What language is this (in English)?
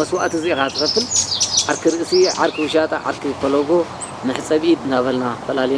Tigrinya